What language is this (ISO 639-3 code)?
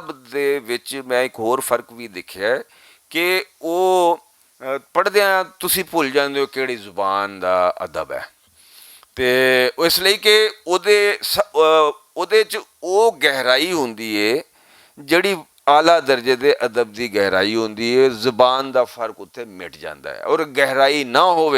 lah